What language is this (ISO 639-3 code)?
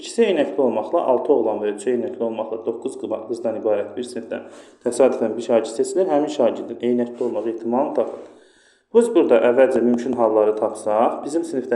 aze